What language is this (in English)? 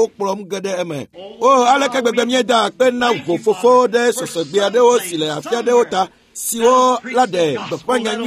Ewe